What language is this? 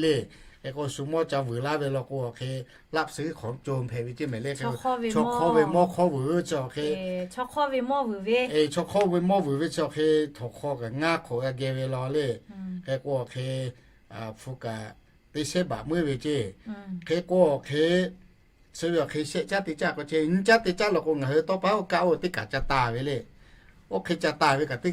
Lahu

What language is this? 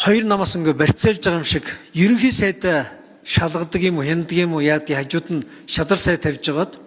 Mongolian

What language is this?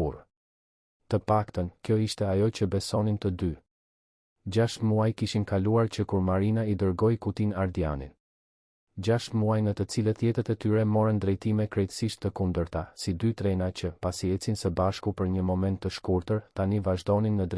Albanian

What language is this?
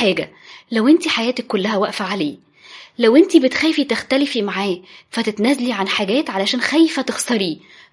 Egyptian Arabic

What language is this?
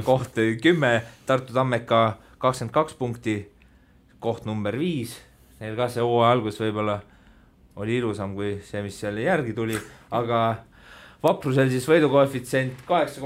Estonian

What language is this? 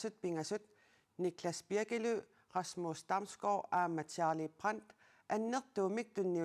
Kalaallisut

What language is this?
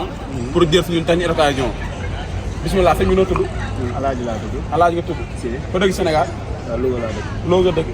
Wolof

